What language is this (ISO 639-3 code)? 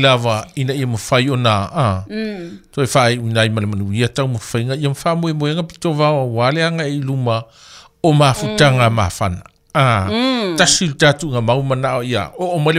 smo